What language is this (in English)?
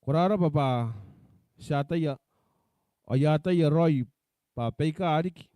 Gilbertese